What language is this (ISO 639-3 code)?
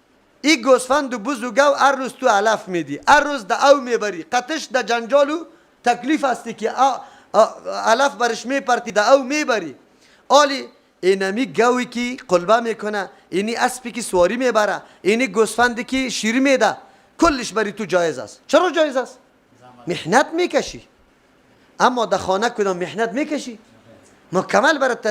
fas